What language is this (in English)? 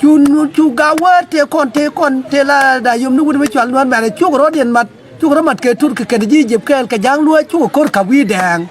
Nuer